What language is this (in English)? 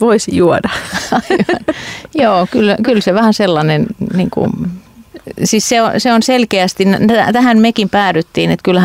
Finnish